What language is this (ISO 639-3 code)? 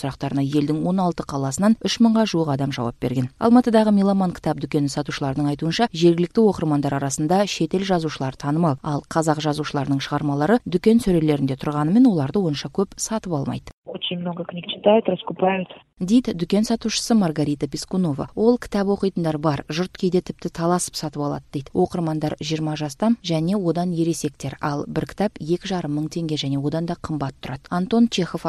kaz